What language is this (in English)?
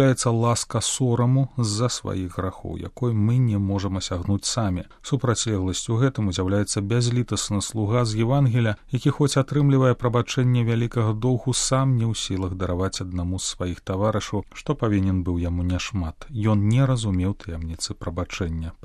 Belarusian